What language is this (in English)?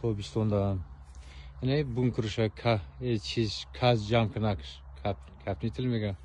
Tajik